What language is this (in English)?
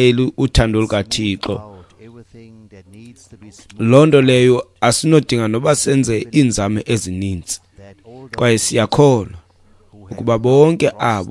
Xhosa